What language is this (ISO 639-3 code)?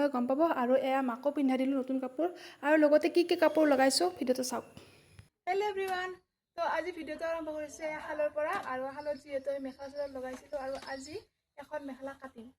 asm